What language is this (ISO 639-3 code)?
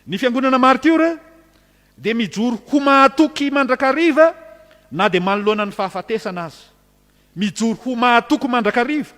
mlg